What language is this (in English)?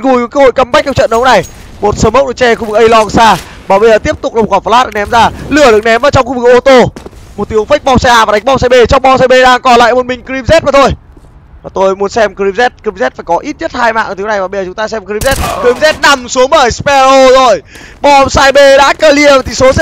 Vietnamese